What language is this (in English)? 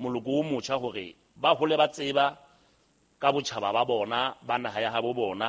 Southern Sotho